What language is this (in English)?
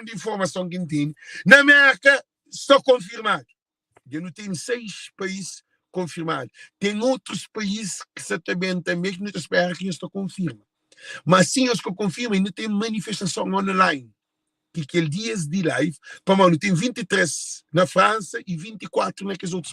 Kabuverdianu